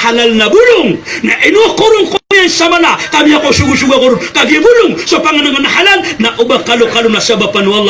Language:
Maranao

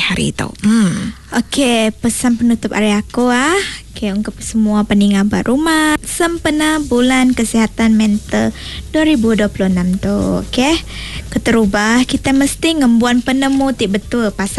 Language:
Iban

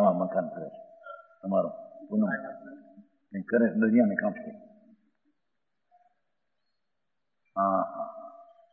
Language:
Gujarati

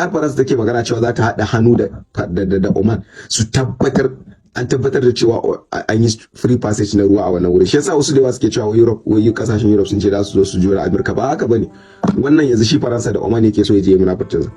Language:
Hausa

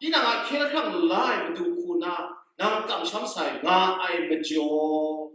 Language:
Kachin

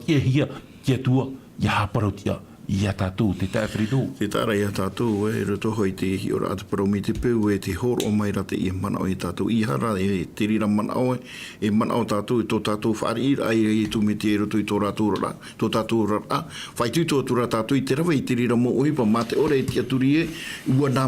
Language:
Tahitian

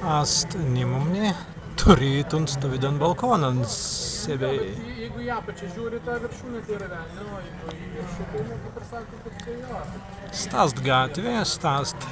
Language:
Prussian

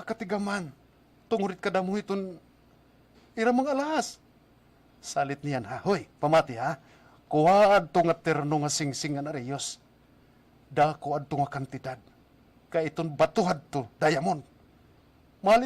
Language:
Waray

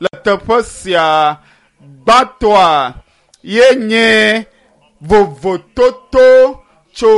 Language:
Ewe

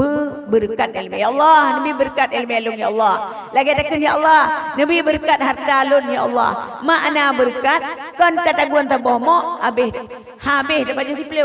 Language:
Achinese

